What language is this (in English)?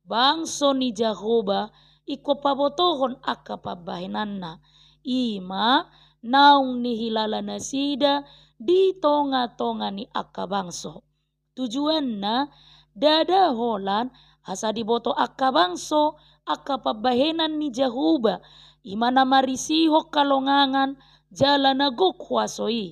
Batak Toba